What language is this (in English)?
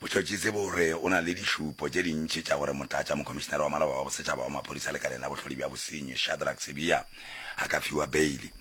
Northern Sotho